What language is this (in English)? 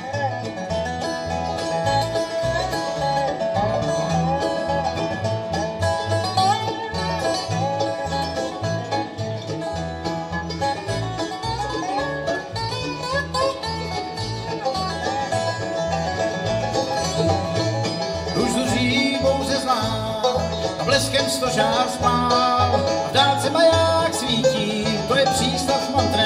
Czech